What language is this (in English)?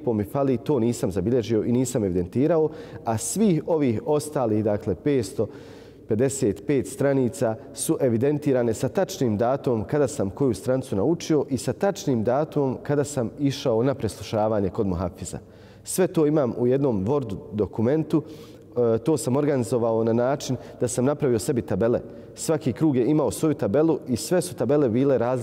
Bosnian